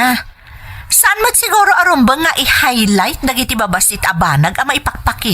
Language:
Iloko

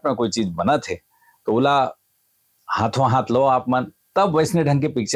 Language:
Chhattisgarhi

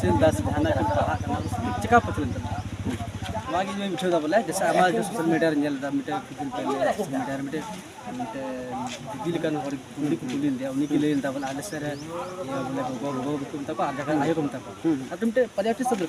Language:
Santali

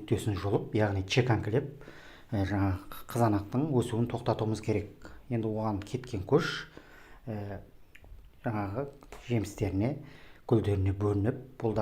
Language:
Kazakh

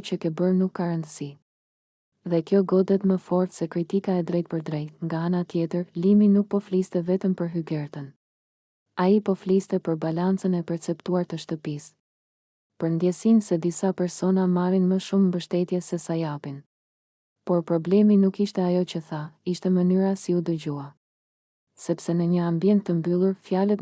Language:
Albanian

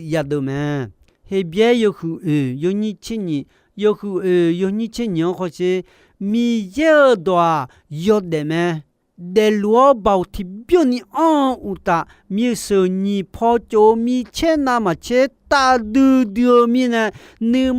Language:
Akha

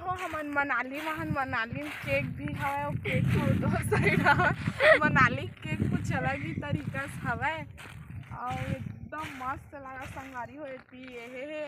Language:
Chhattisgarhi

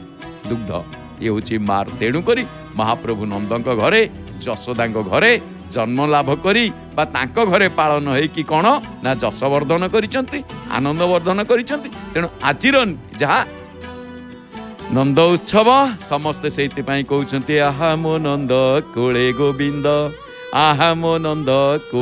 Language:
Odia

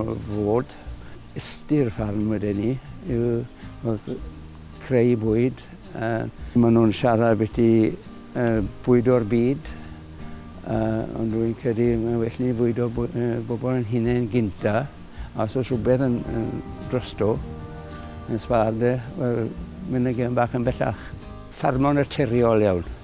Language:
Welsh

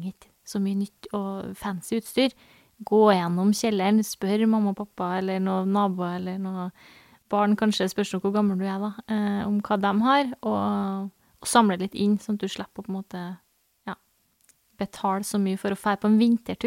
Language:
Norwegian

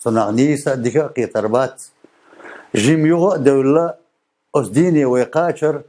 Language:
Chechen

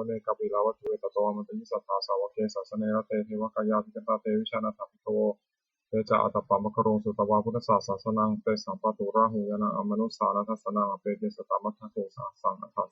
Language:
Pali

